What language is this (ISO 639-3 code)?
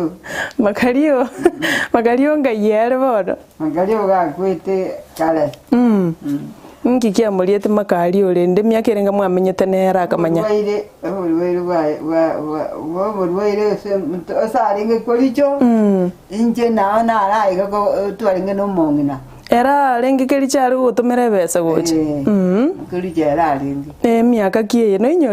guz